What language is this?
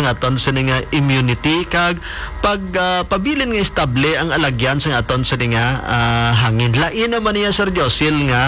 Hiligaynon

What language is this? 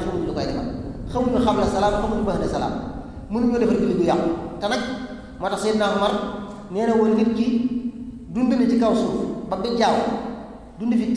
Wolof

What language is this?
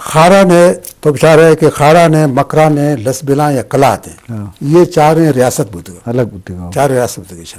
Eastern Balochi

